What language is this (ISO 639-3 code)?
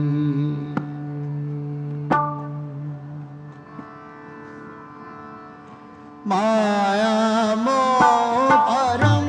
pan